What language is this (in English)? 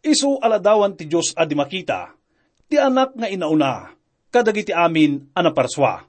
Iloko